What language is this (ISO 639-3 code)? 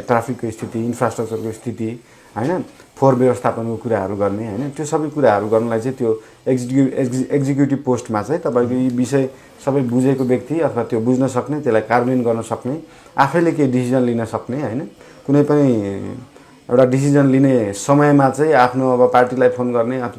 nep